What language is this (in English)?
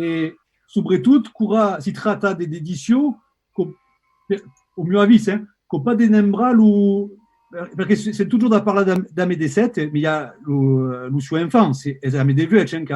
Occitan